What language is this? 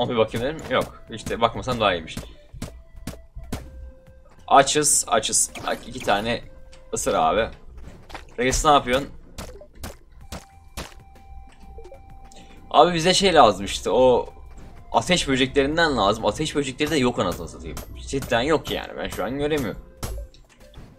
Turkish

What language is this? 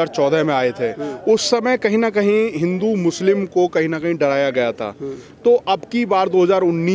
Hindi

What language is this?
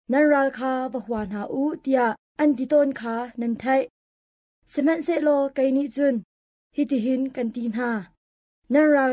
Hakha Chin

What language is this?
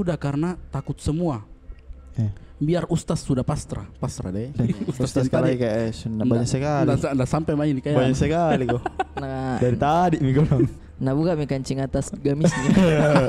Makassar Malay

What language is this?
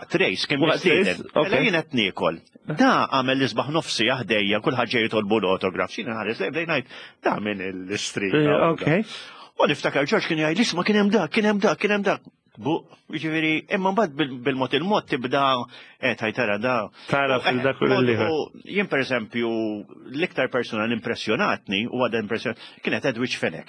Maltese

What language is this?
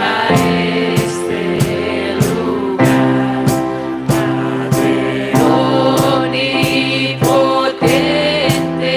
Plautdietsch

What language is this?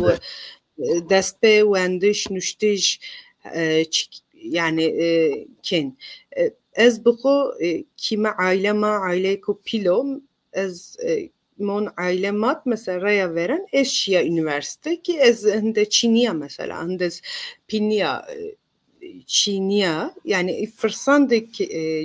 Zaza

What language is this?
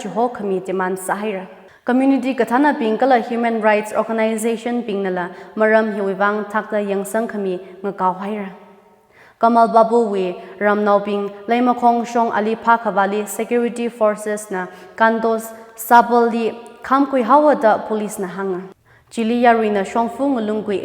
Tangkhul Naga (India)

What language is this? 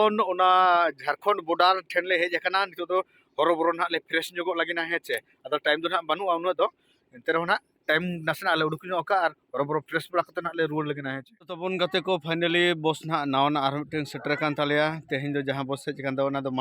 Santali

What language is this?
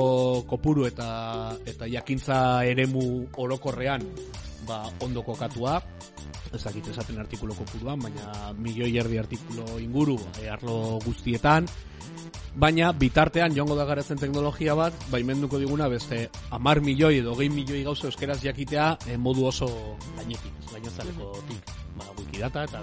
Basque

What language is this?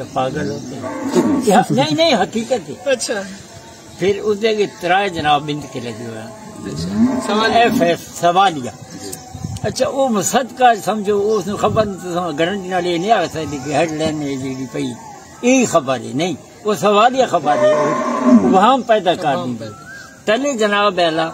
Saraiki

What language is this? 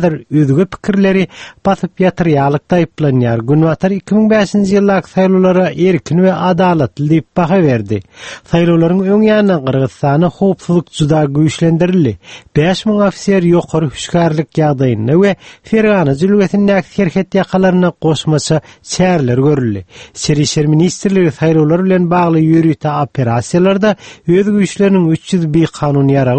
Turkmen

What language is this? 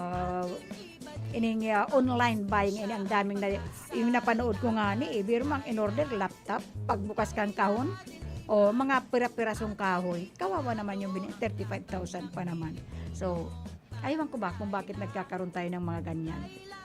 Bikol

